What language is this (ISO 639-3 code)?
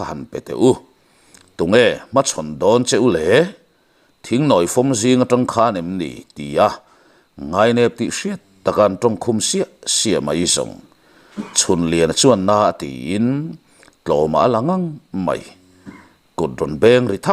lus